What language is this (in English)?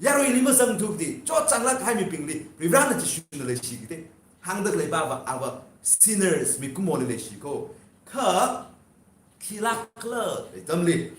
Tangkhul Naga (India)